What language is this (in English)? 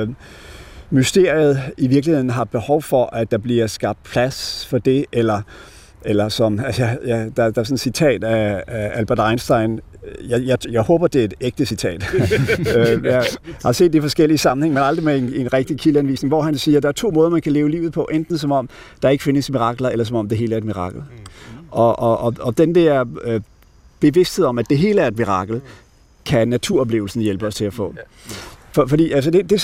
Danish